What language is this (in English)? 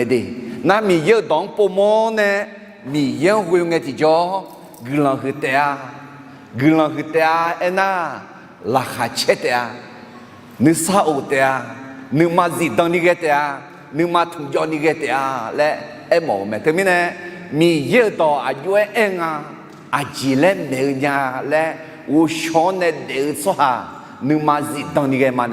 Akha